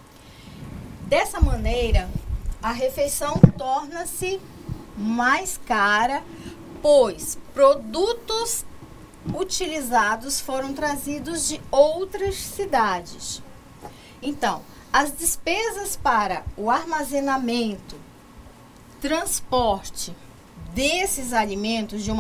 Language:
Portuguese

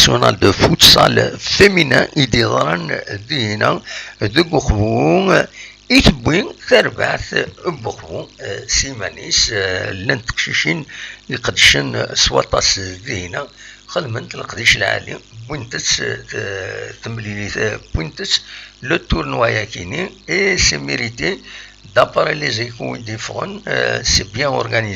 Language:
Kabyle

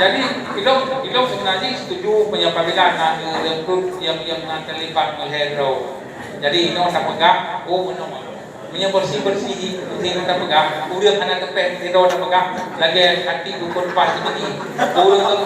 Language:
Achinese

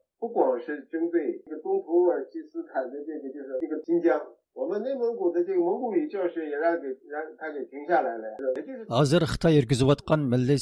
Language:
Uyghur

